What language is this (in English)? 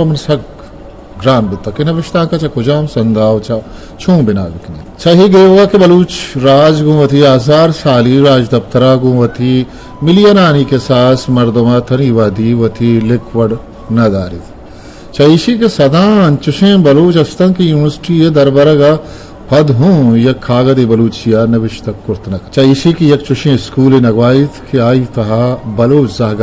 Eastern Balochi